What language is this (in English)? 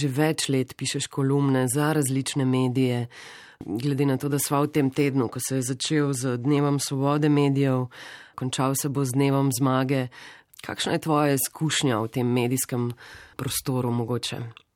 Slovenian